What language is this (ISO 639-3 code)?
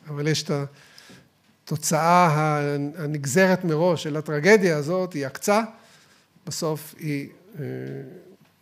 heb